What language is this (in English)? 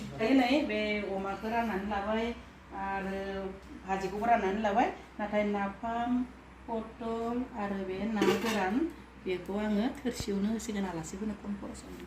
Bodo